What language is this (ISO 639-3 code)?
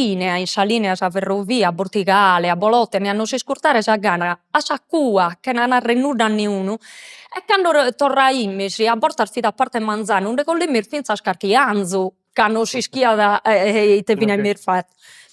srd